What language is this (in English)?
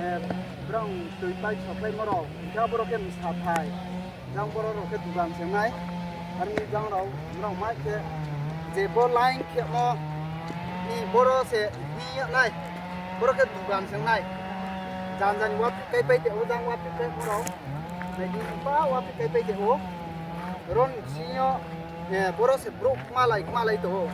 Riang (India)